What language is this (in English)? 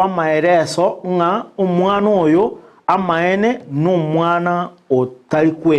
Gusii